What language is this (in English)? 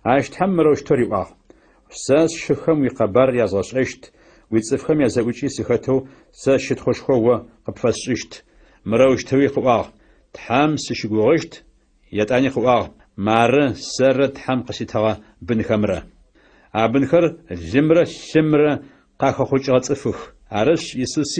Adyghe